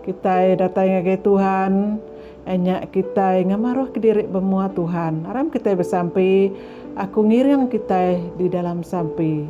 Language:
Iban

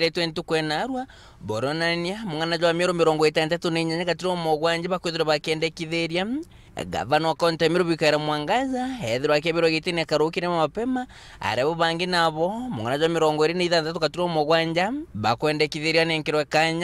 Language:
Meru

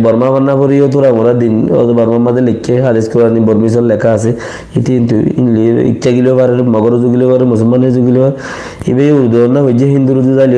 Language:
Rohingya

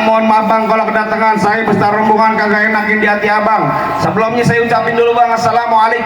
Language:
Betawi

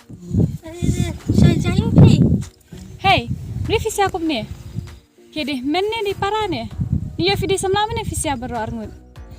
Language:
Khasi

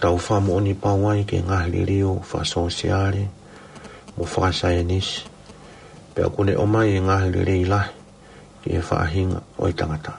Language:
Tongan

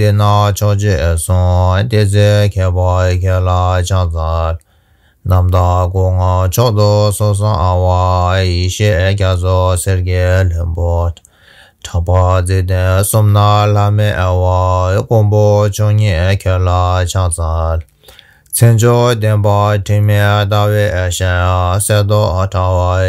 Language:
Tibetan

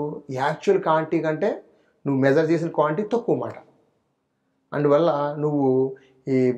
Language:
Telugu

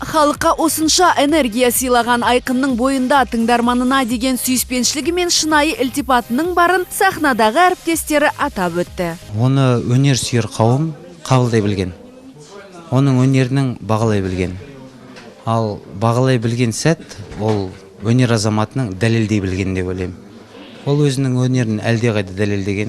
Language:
Kazakh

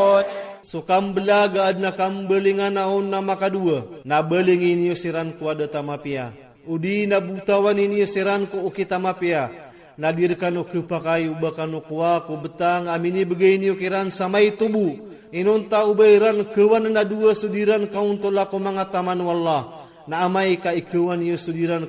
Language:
Iranun (Philippines)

